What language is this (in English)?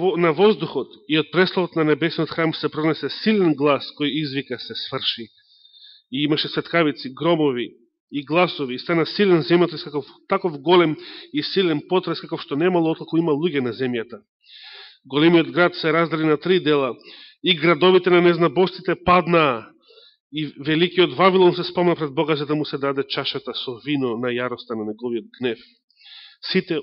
Macedonian